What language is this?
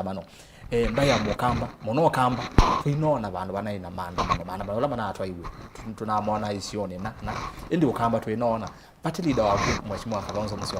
Kamba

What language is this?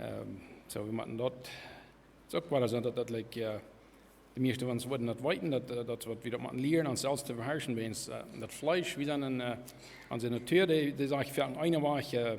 Plautdietsch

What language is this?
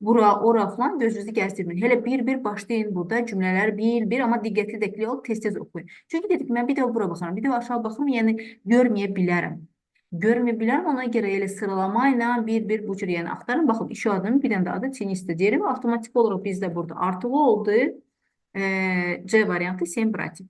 Azerbaijani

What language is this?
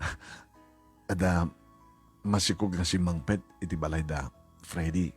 Iloko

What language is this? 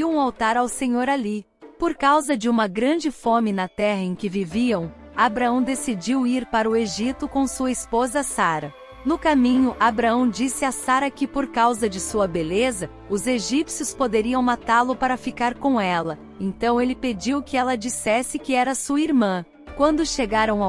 Portuguese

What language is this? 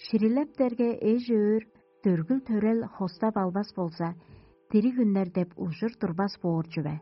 Tuvinian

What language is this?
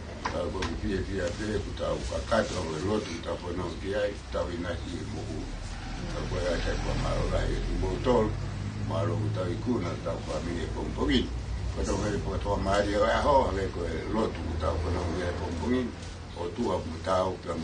Tongan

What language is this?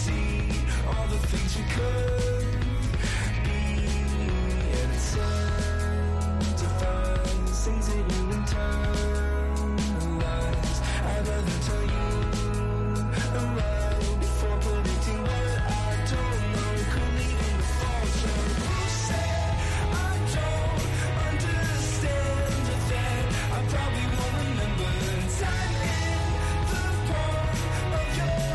English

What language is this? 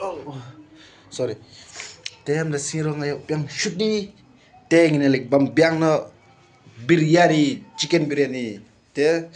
Khasi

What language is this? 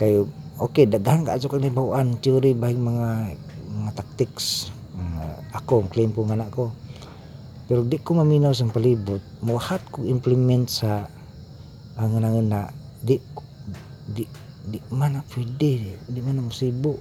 Cebuano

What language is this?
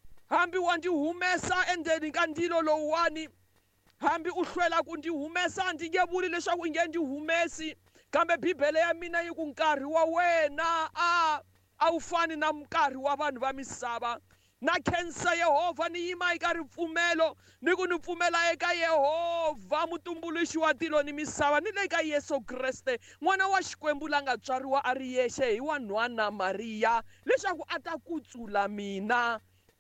Tsonga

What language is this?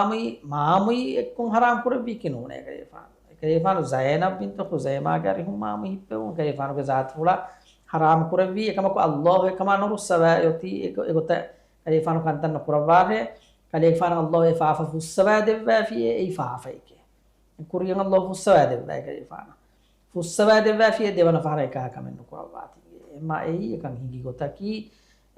Divehi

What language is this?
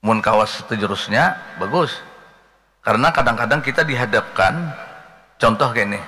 Banjar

